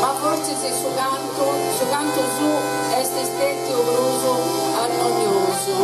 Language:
Sardinian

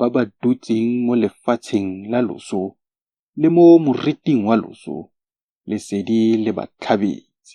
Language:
Tswana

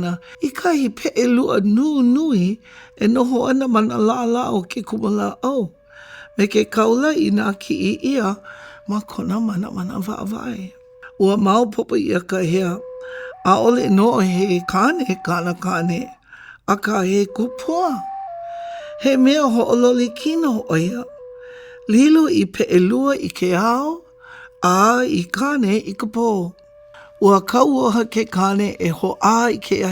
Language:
Hawaiian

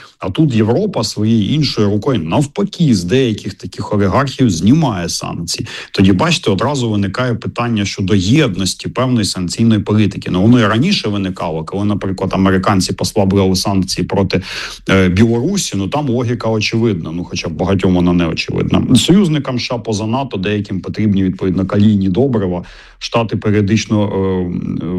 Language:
Ukrainian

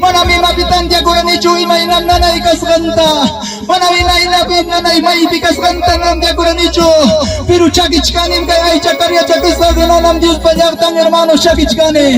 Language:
Ayacucho Quechua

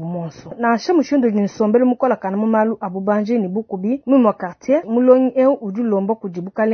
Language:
Luba-Lulua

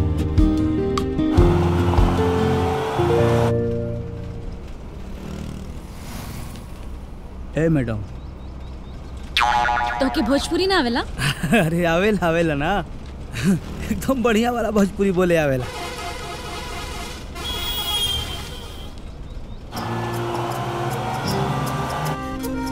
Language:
Bhojpuri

